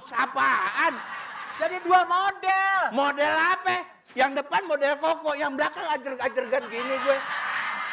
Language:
Betawi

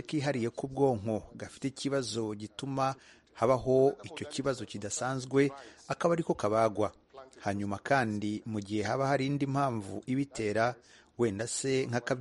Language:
Kinyarwanda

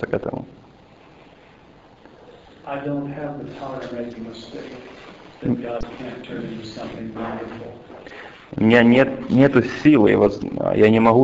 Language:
Russian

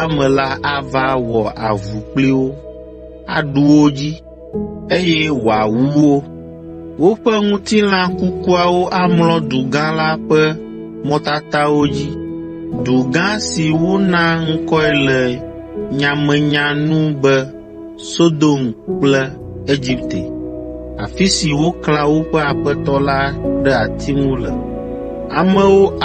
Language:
Ewe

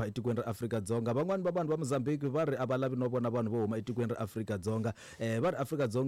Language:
Tsonga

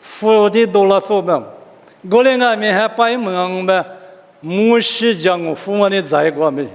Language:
Lisu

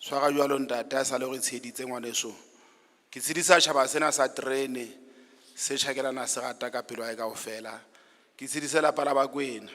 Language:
Southern Sotho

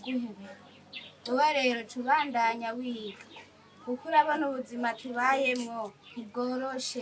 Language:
Rundi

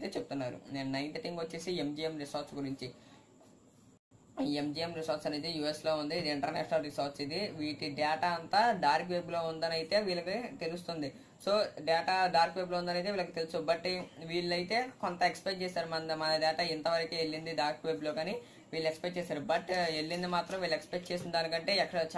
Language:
Telugu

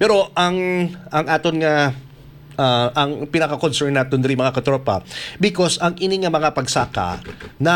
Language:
Hiligaynon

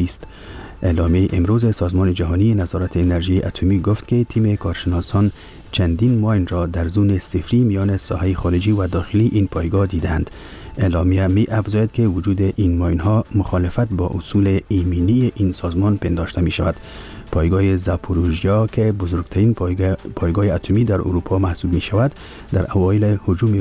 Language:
Persian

